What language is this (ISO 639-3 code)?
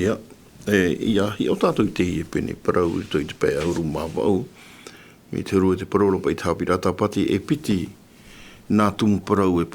tah